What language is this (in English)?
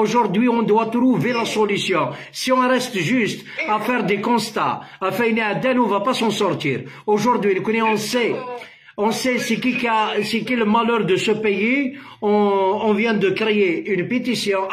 French